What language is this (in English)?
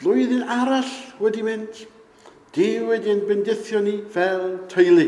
Welsh